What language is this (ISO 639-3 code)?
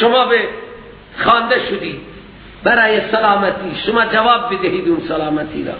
fas